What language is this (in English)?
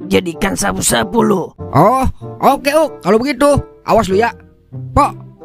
Betawi